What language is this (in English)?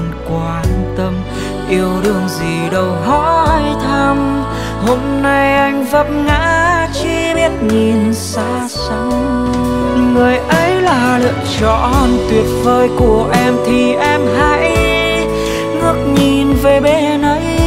Vietnamese